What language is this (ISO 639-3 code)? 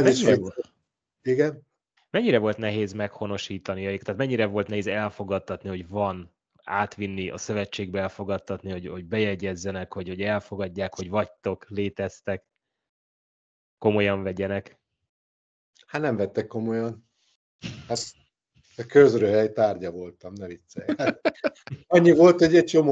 hun